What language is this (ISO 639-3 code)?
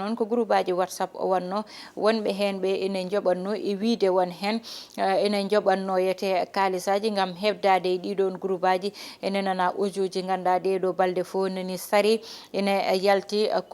ful